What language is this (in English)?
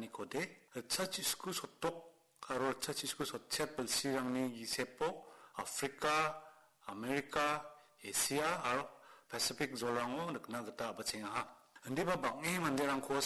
Garo